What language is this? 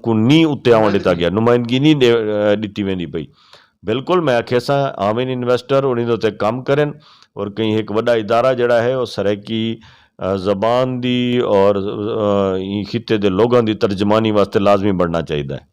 Saraiki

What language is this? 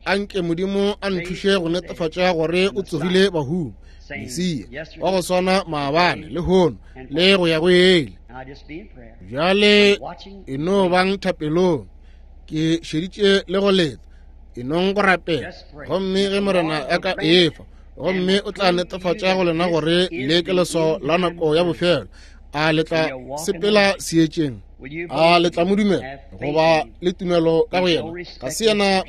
Northern Sotho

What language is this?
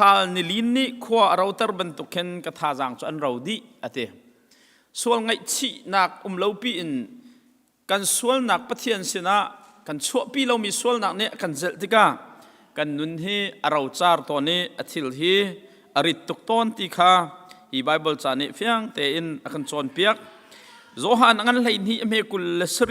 Hakha Chin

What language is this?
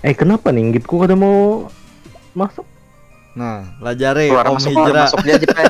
Banjar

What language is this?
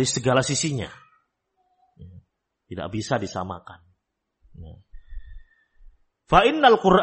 Indonesian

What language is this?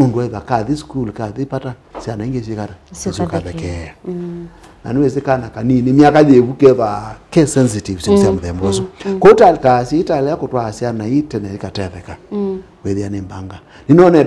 Kamba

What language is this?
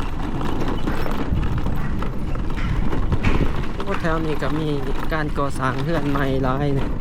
Lao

